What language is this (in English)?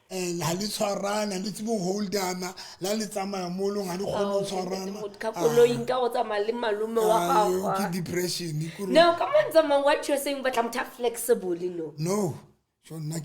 Southern Sotho